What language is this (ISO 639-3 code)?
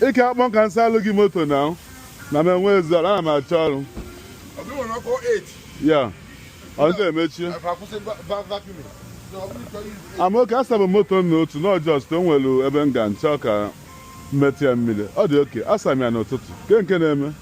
ibo